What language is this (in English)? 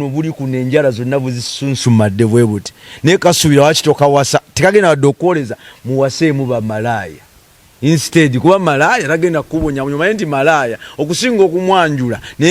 Ganda